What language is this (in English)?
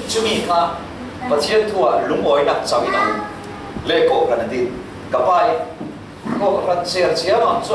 Falam Chin